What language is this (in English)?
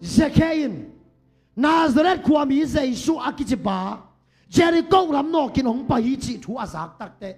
Tedim Chin